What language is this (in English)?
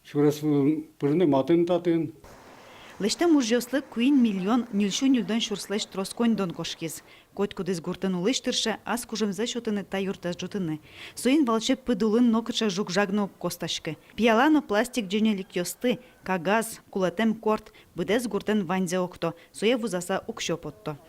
Udmurt